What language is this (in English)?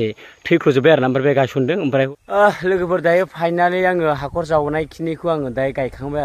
Bodo